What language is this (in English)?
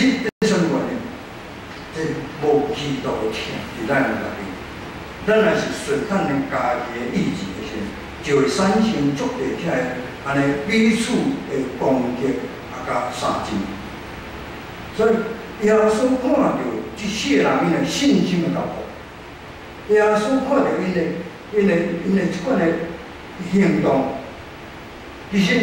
Min Nan Chinese